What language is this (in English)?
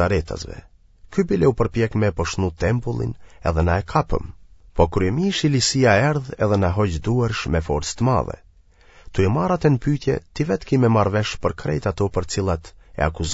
Albanian